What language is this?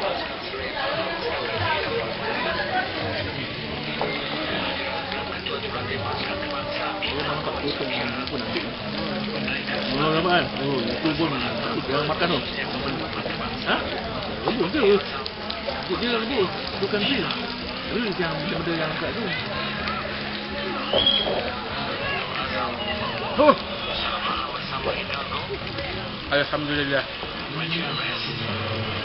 Malay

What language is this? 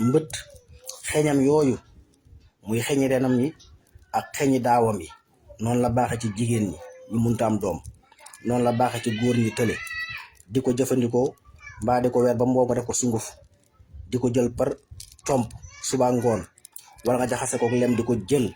Wolof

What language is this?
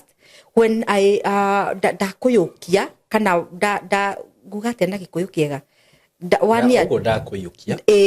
Kikuyu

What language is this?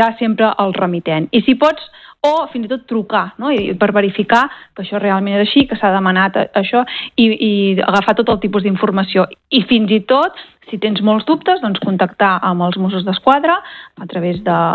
Catalan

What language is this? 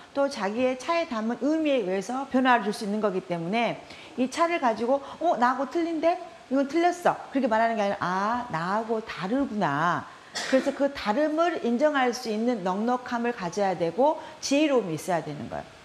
Korean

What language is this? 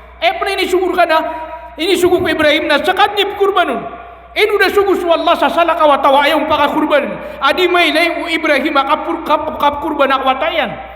Maranao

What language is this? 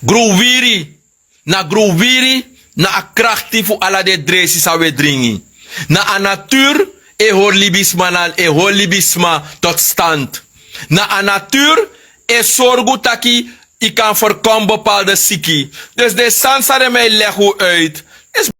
Sranan Tongo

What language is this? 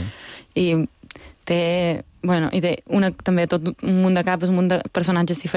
Catalan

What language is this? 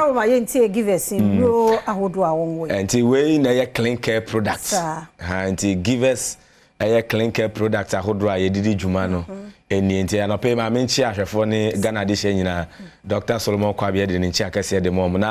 Akan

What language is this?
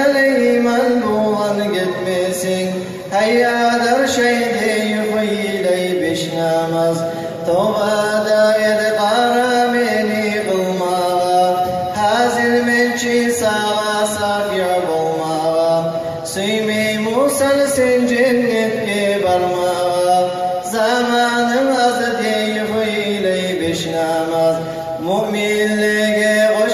Kumyk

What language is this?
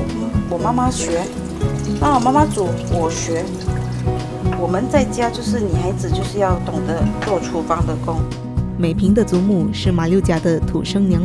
Chinese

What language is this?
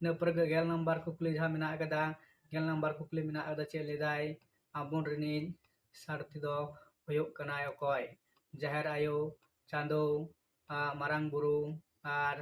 Santali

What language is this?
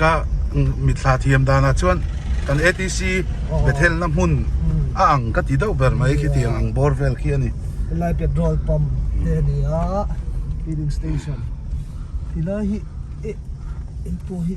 Mizo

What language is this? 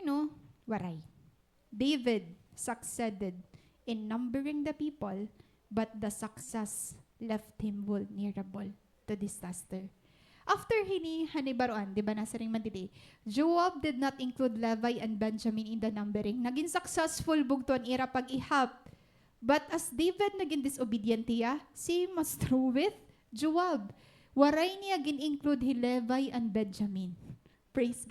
Waray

